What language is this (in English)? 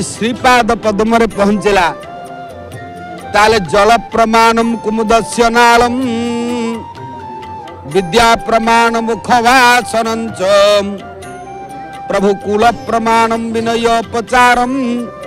Odia